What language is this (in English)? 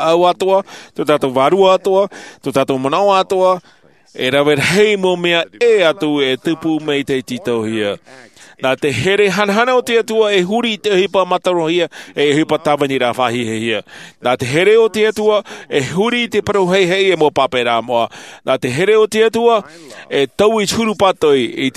Tahitian